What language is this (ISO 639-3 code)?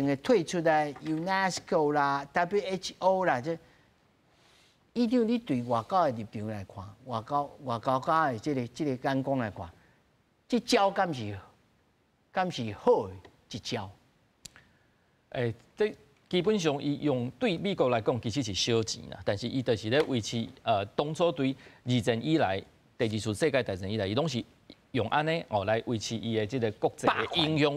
nan